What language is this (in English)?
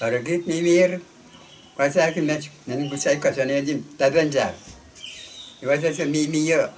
Pohnpeian